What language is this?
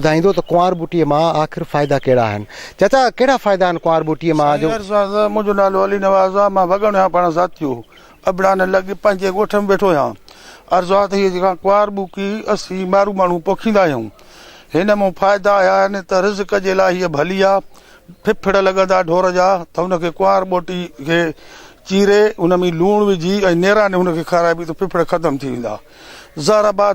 Sindhi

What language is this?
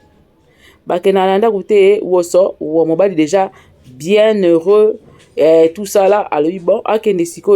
Lingala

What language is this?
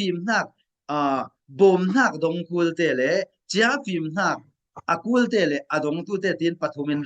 Falam Chin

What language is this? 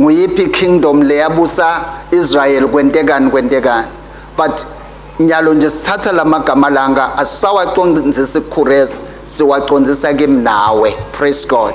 Swati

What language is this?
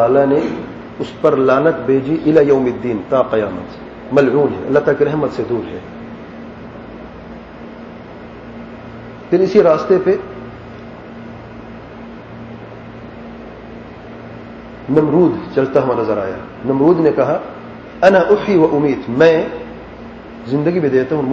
Urdu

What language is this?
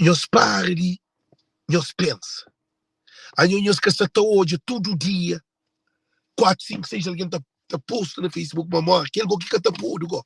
Kabuverdianu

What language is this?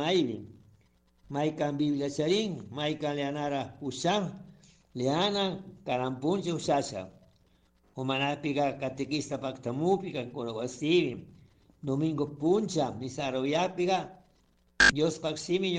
Chimborazo Highland Quichua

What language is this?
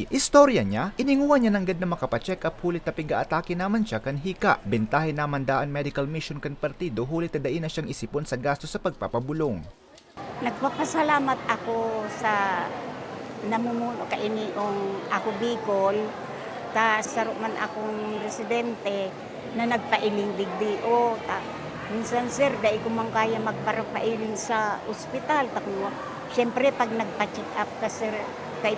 Bikol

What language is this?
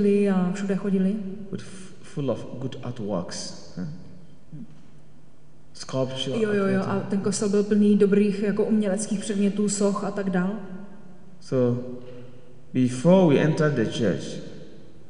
Czech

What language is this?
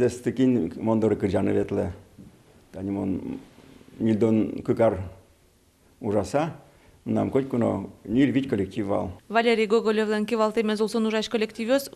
Udmurt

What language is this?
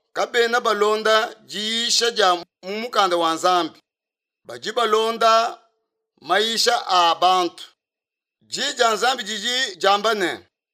Luba-Lulua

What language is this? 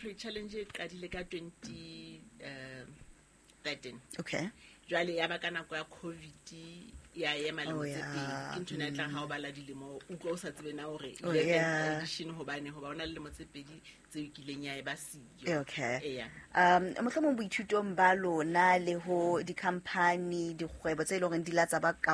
Southern Sotho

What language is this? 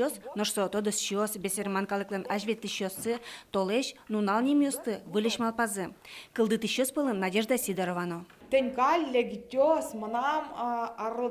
Udmurt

